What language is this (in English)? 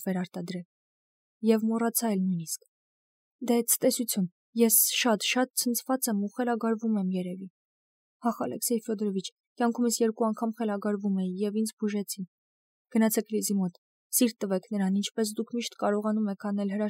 Armenian